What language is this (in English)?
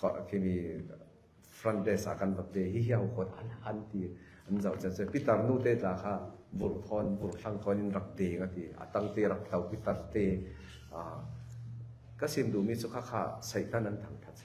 Falam Chin